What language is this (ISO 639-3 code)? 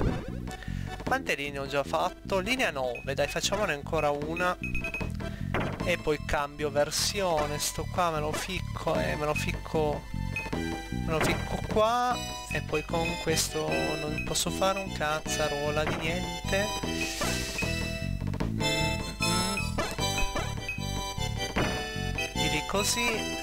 ita